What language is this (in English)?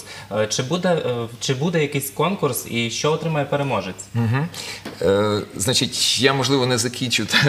Ukrainian